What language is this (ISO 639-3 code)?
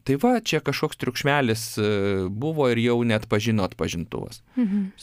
lit